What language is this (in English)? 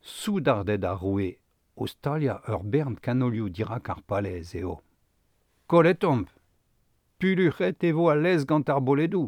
Breton